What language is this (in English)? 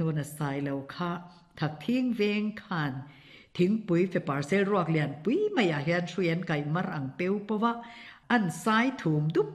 Mizo